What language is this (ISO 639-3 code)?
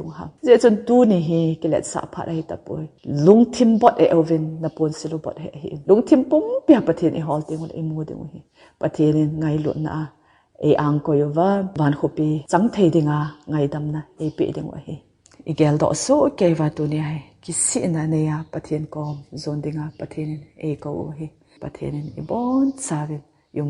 tcz